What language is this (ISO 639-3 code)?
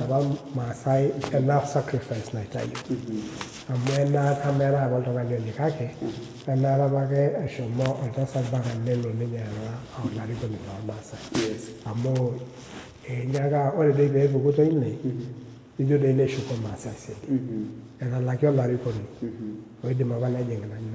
mas